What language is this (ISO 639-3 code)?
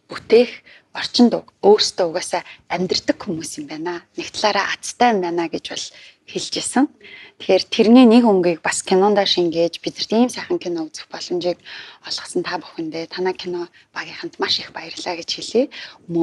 mon